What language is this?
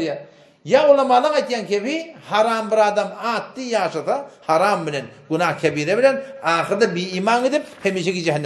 Turkmen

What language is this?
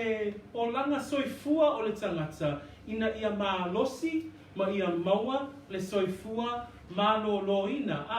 Samoan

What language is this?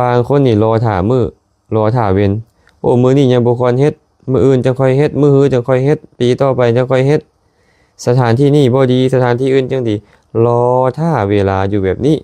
Lao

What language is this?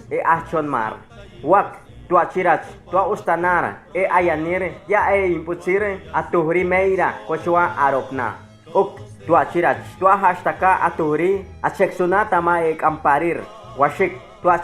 Chortí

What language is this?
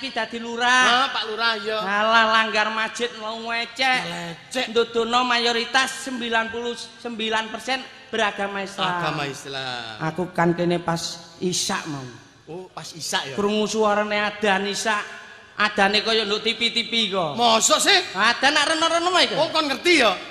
Javanese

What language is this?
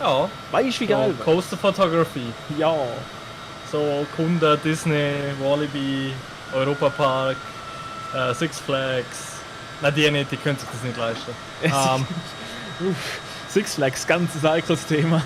Swiss German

